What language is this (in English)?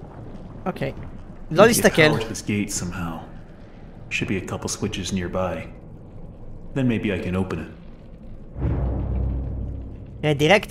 Hebrew